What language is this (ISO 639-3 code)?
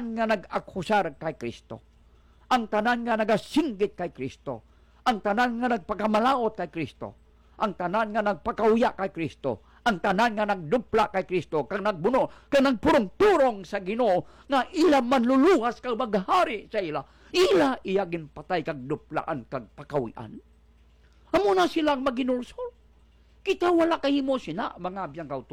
hil